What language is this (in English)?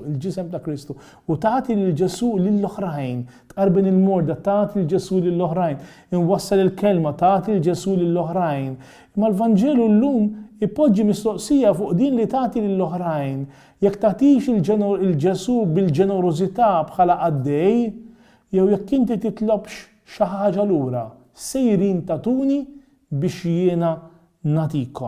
Maltese